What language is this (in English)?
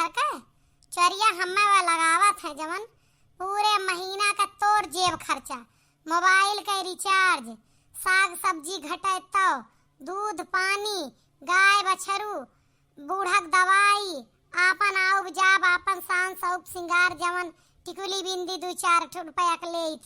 Awadhi